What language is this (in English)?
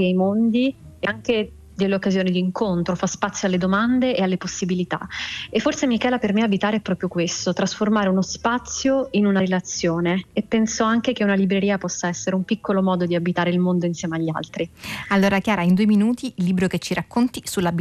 Italian